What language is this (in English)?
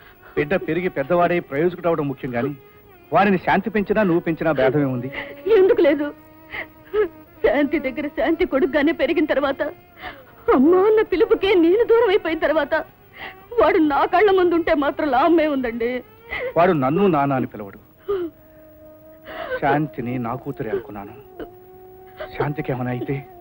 Telugu